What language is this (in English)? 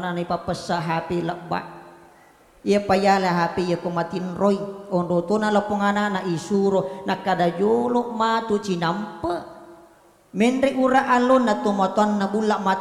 Buginese